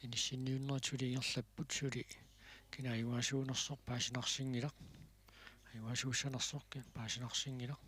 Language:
Kalaallisut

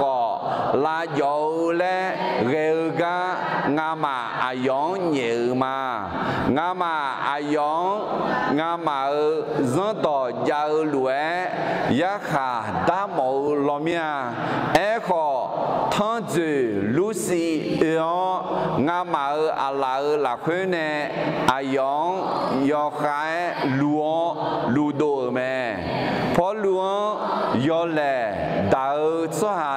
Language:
Akha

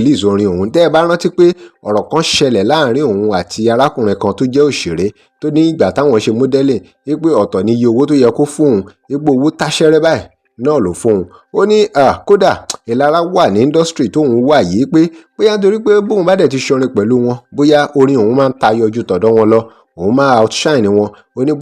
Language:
Yoruba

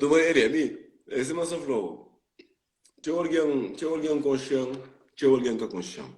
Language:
Kabuverdianu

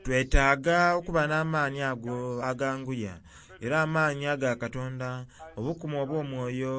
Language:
Soga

